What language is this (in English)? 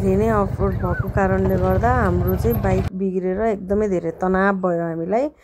Nepali